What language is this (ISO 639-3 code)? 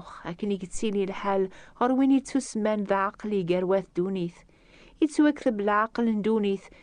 kab